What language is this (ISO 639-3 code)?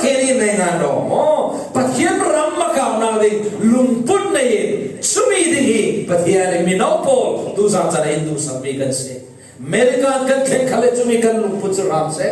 cfm